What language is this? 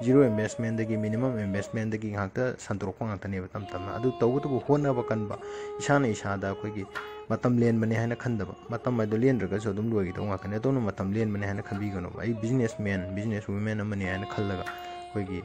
Manipuri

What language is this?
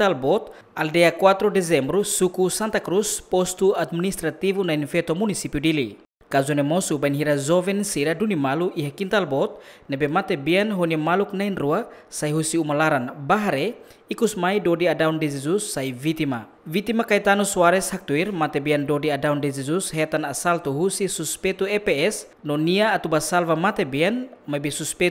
Tetum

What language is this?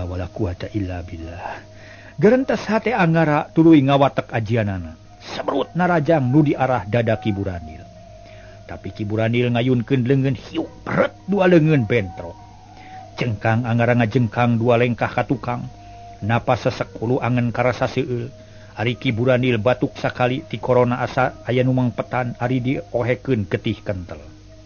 Sundanese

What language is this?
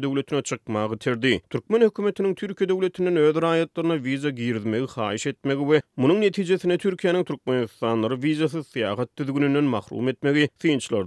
Turkmen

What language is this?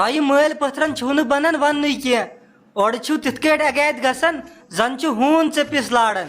Kashmiri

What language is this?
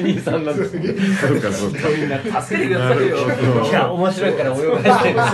Japanese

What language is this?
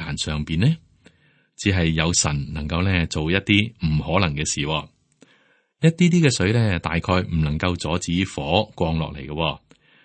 Cantonese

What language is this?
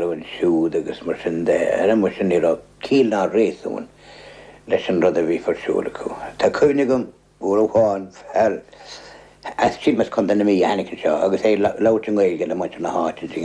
Irish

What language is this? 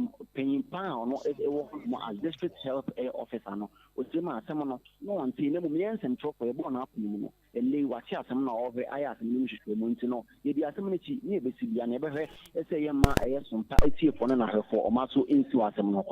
Akan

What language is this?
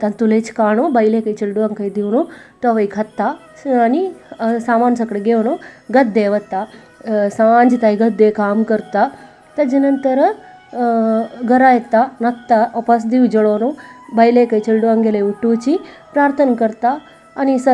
Konkani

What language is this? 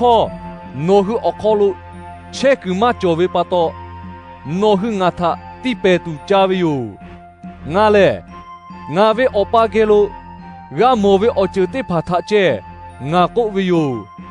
Lahu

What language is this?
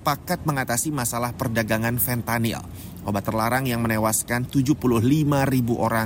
Indonesian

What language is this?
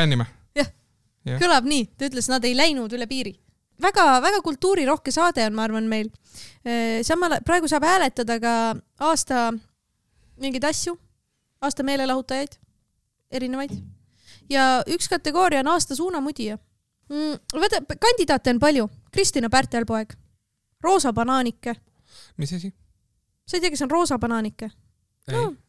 Estonian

